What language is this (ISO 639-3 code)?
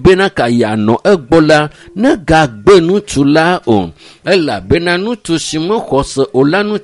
ewe